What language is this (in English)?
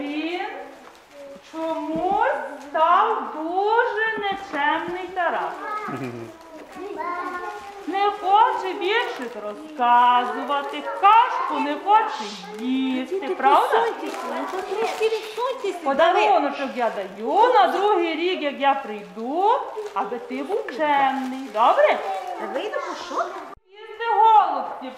Ukrainian